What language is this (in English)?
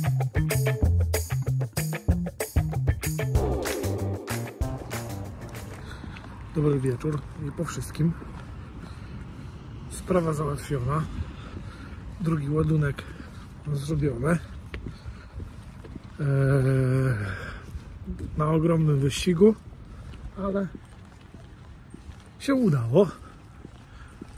Polish